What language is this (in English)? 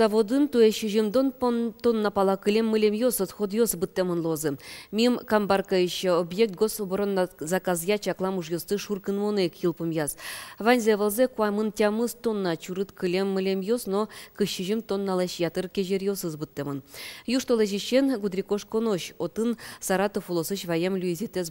Udmurt